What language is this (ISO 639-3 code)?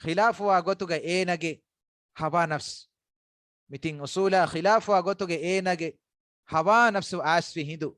div